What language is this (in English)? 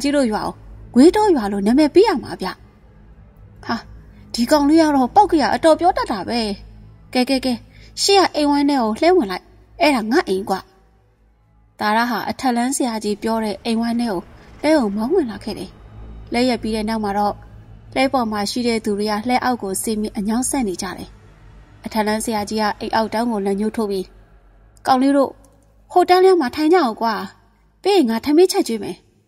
Burmese